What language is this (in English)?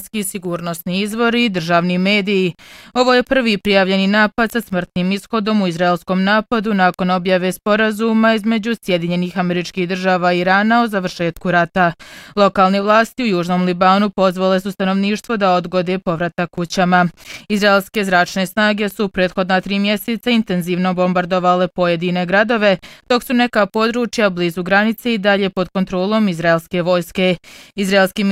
Bosnian